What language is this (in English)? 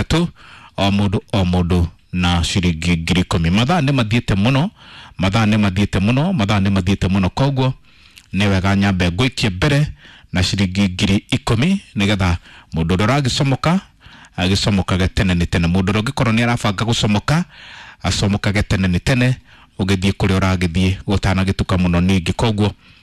Kikuyu